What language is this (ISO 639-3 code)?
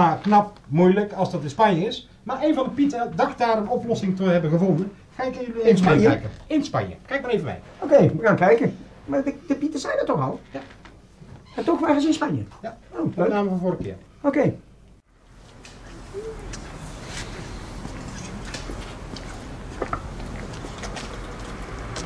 nld